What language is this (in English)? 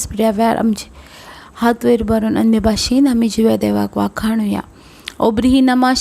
Konkani